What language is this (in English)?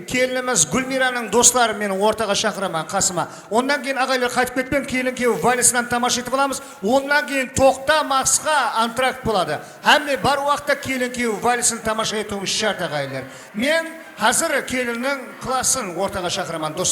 Kara-Kalpak